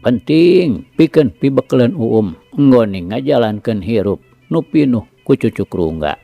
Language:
Sundanese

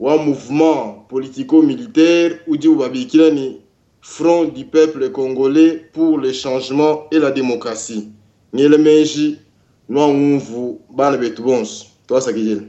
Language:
Luba-Lulua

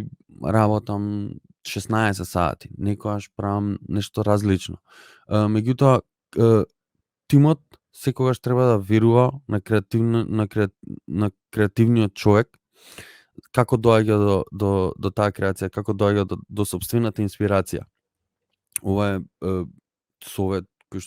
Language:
Macedonian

